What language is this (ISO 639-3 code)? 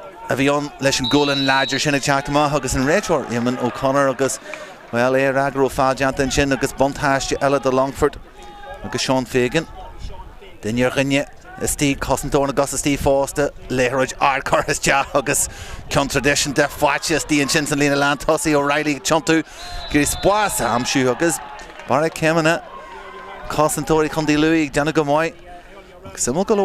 gle